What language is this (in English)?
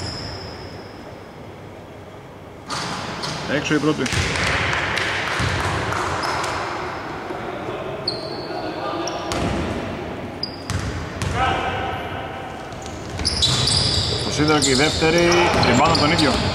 Greek